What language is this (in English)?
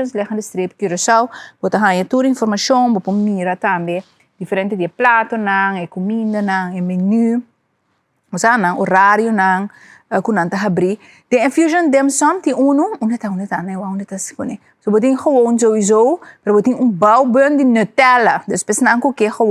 Papiamento